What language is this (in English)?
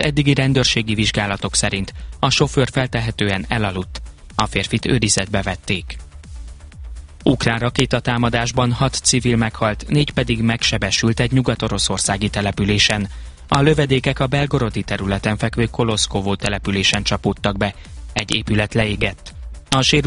Hungarian